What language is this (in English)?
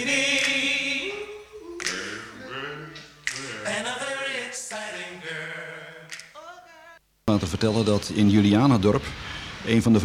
Dutch